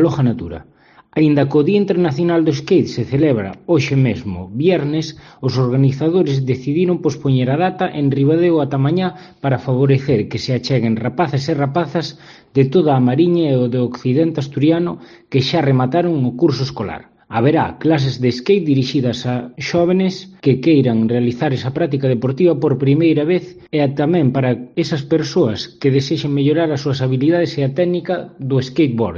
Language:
Galician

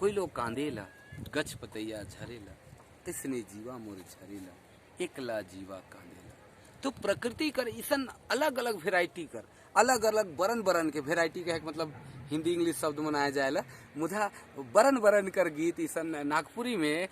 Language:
Sadri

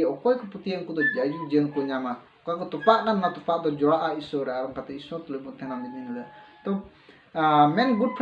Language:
Santali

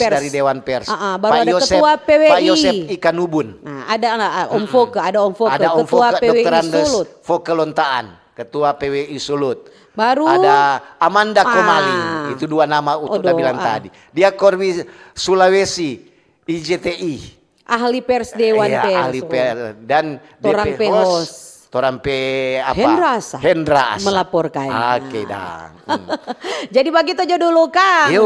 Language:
Manado Malay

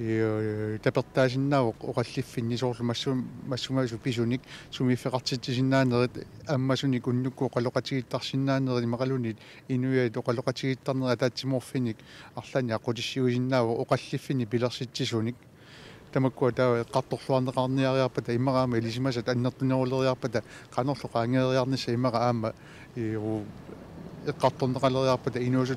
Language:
Kalaallisut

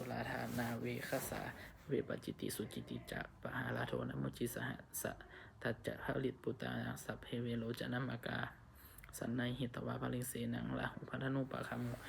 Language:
Pali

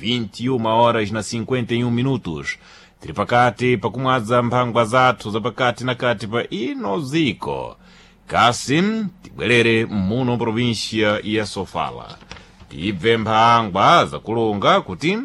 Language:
Sena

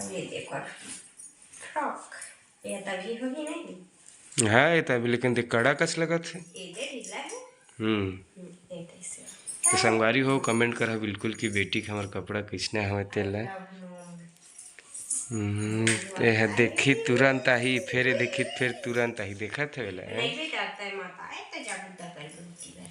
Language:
Chhattisgarhi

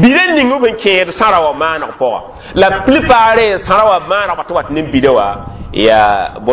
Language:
Mossi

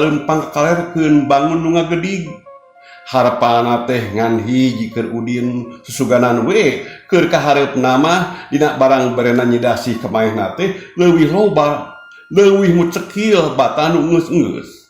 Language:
Sundanese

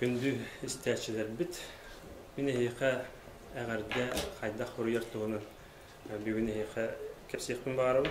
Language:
Yakut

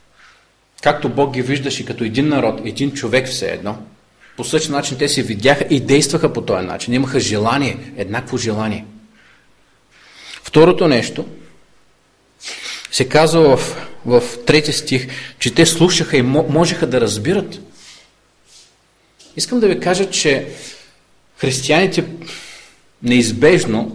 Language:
Bulgarian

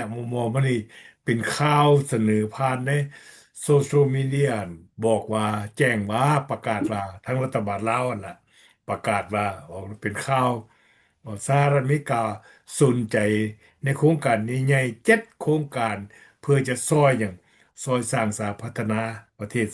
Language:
Lao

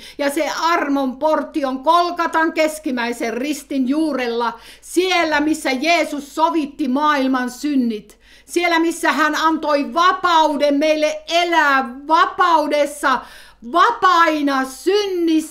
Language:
Finnish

